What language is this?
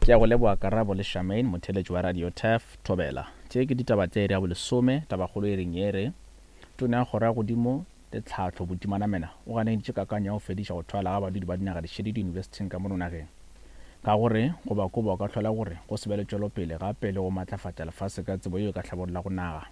Northern Sotho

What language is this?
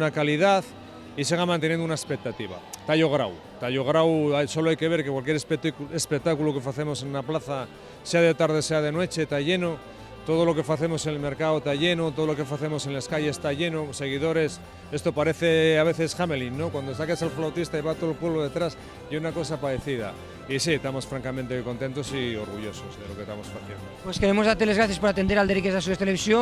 Asturian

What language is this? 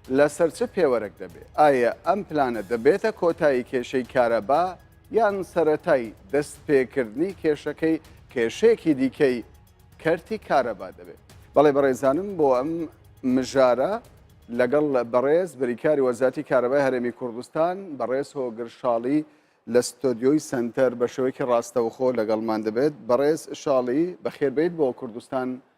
Central Kurdish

